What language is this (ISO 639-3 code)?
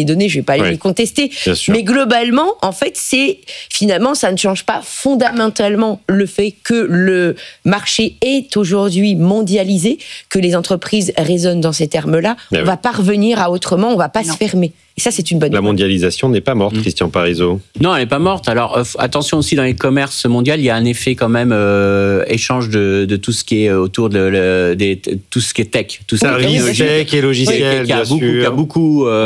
fra